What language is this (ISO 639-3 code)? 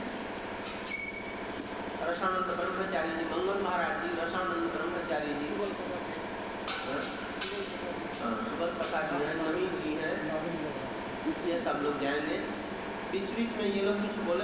hin